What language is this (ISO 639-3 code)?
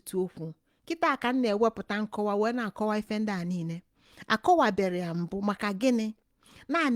ibo